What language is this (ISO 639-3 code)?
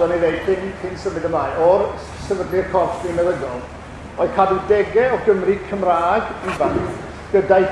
cym